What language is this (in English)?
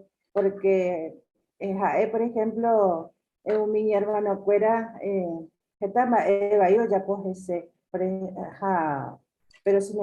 Guarani